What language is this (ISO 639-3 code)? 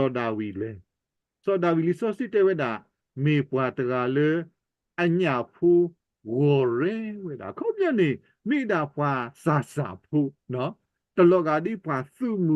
ksw